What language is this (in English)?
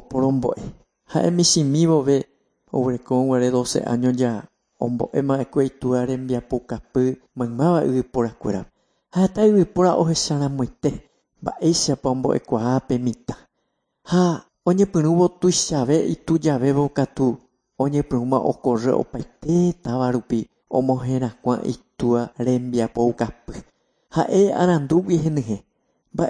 Guarani